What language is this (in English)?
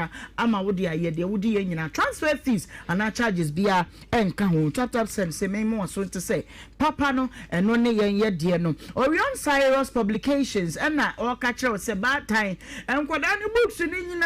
Akan